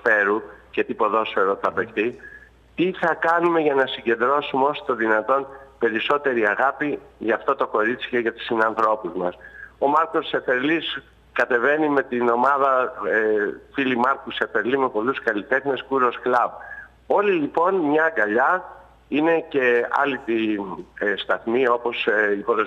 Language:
Greek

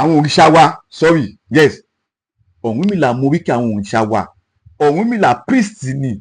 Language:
Yoruba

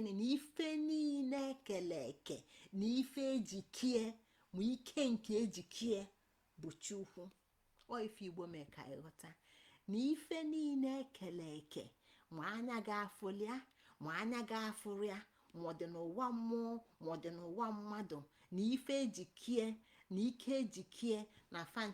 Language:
Igbo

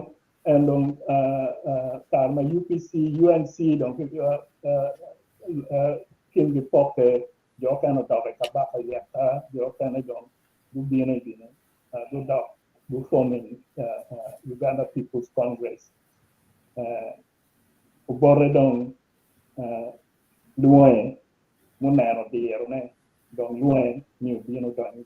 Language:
Acoli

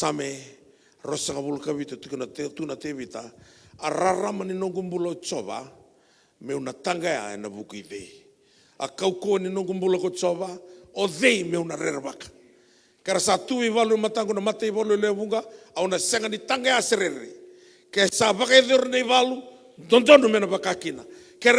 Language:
Fijian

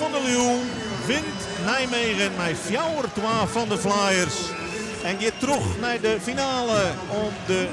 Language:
Western Frisian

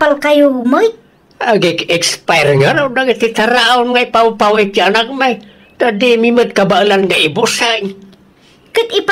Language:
Iloko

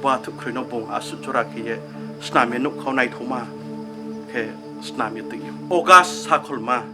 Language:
Riang (India)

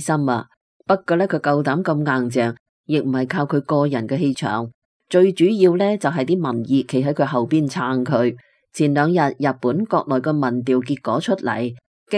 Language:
Cantonese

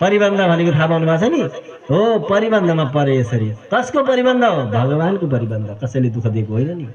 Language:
Nepali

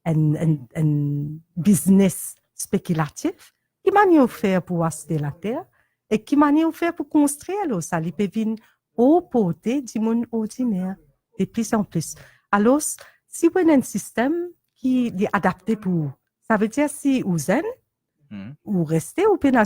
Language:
Morisyen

